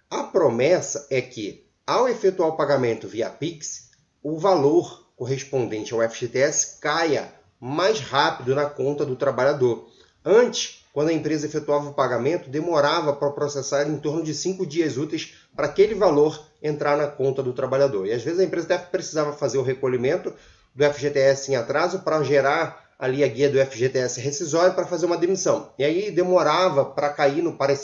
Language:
Portuguese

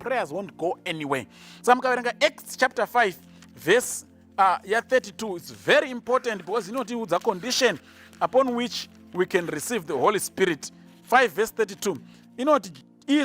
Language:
Shona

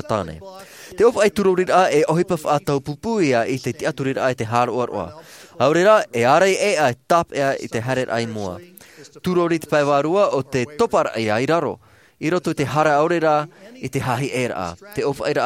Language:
Tahitian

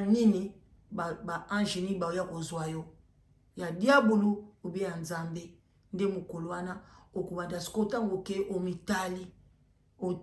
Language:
Lingala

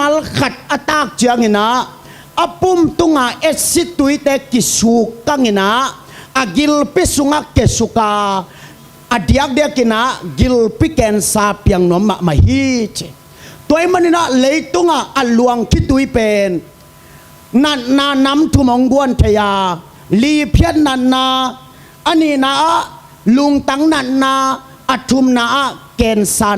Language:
Tedim Chin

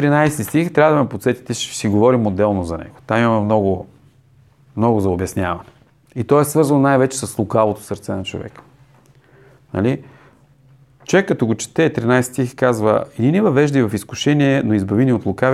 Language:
Bulgarian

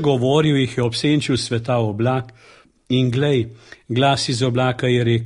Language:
Slovenian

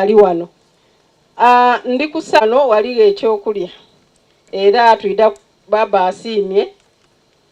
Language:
Soga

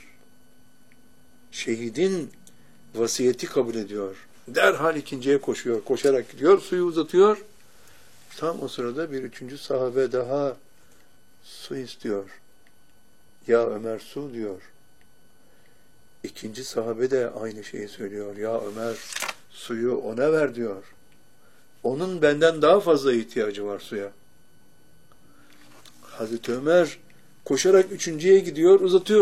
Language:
Turkish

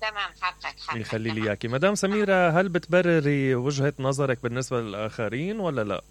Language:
Mesopotamian Arabic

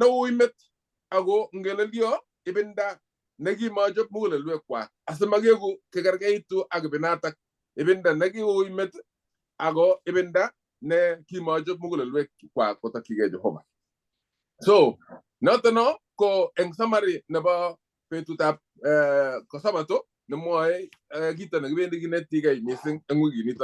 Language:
Kalenjin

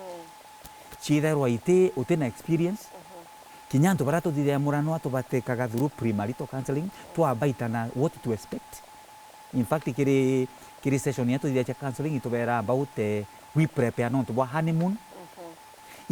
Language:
Meru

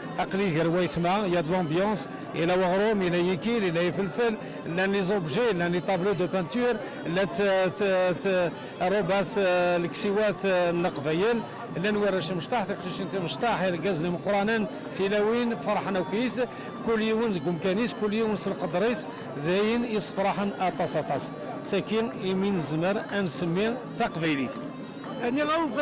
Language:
Kabyle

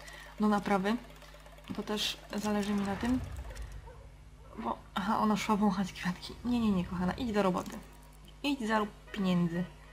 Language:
Polish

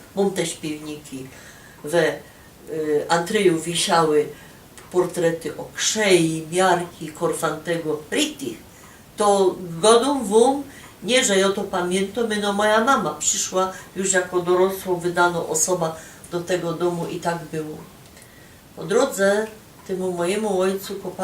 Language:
Silesian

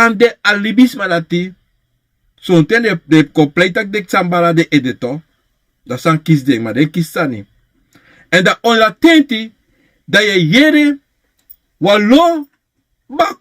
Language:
Sranan Tongo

